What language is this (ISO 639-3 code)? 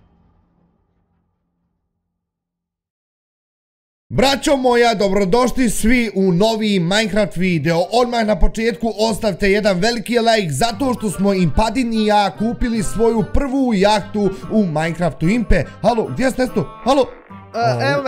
bos